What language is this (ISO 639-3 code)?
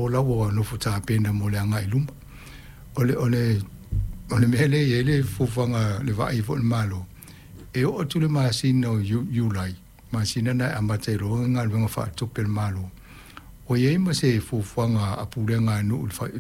smo